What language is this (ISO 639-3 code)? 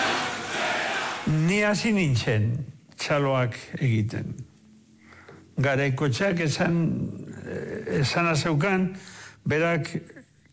eus